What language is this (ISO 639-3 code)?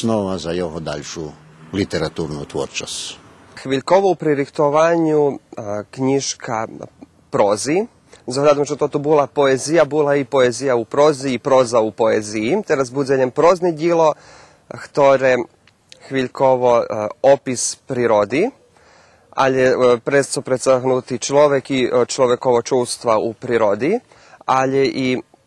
rue